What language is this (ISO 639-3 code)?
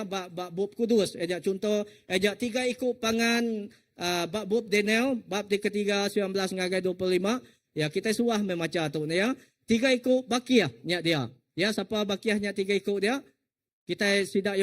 iba